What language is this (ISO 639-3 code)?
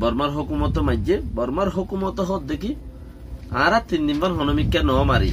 rhg